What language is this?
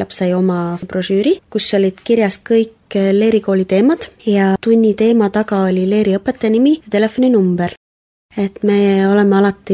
Estonian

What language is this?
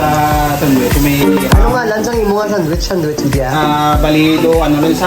Hiligaynon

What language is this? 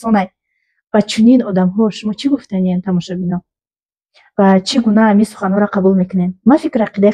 Tajik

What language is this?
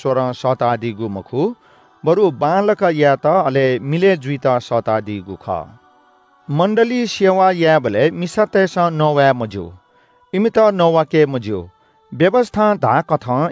Newari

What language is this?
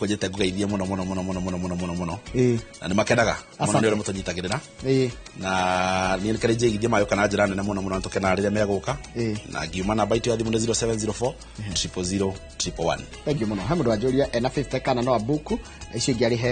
Kikuyu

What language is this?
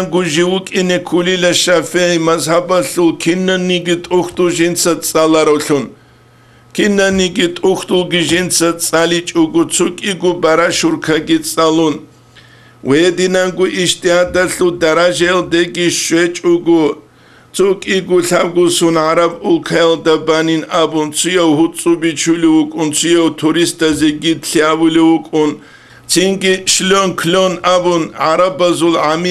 Avaric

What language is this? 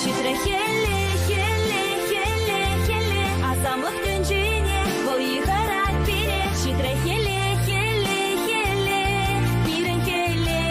Chuvash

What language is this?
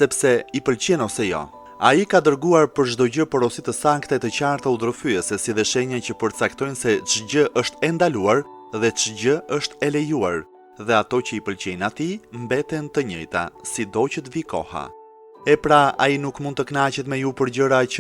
Albanian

